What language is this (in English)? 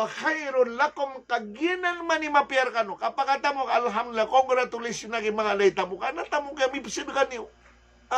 Maranao